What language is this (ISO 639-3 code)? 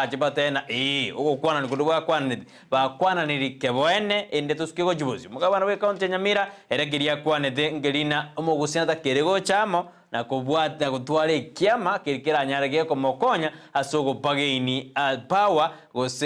guz